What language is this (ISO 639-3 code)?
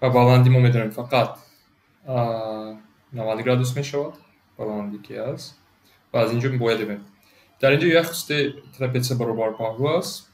tgk